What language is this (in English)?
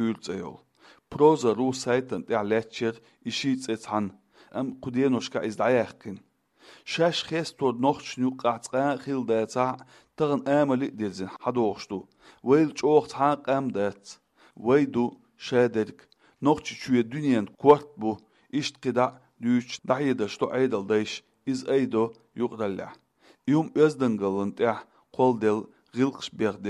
Chechen